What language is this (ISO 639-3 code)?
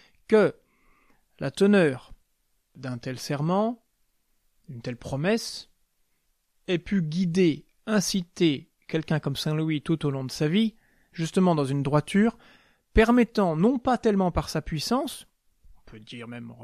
fra